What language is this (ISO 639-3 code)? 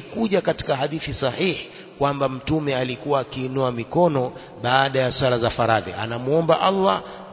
swa